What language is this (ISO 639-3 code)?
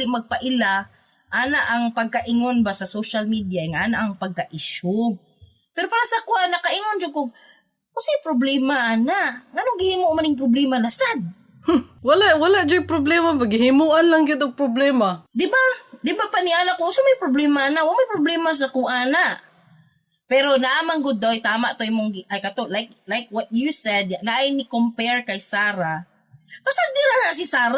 ceb